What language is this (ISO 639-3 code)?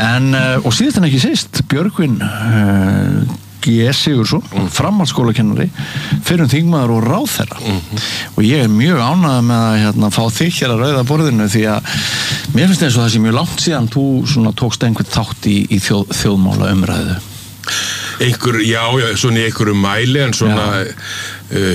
isl